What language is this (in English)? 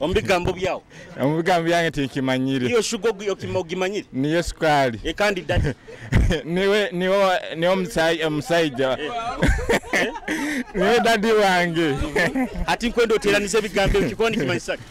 Nyoro